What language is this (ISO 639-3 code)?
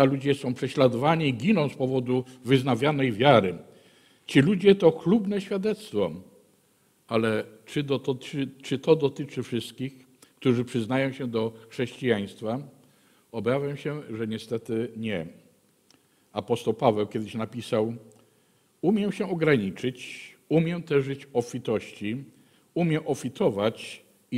pol